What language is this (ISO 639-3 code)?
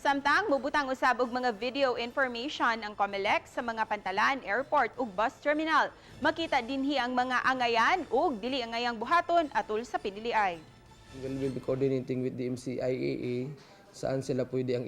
ceb